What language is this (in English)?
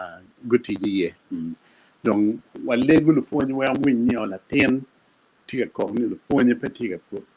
Acoli